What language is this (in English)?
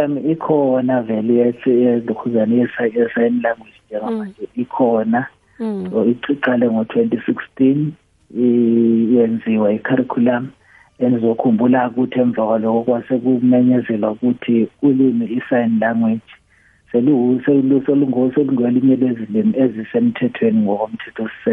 South Ndebele